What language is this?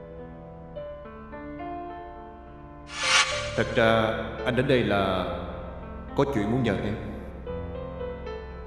Vietnamese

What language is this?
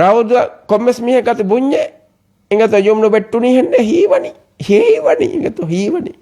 Divehi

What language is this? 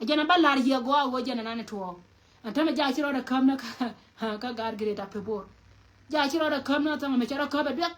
Nuer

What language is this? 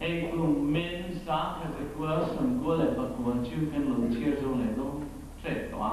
Mizo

